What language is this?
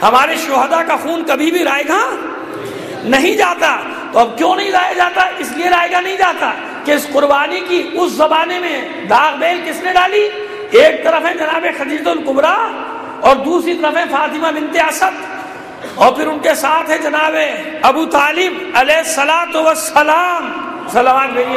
Urdu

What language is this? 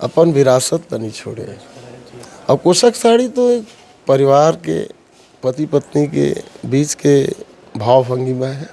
Chhattisgarhi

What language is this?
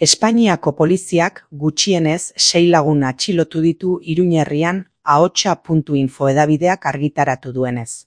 Basque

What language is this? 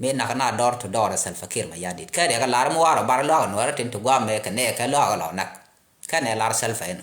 Nuer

